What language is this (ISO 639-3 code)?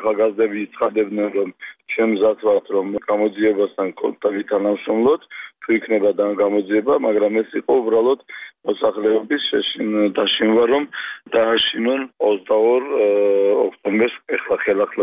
kat